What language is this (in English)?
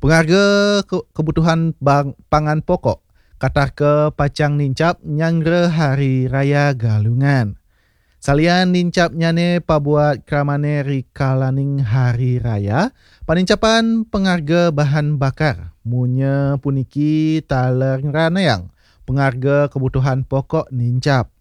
Balinese